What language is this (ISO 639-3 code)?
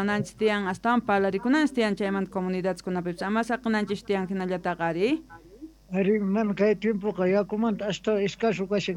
quh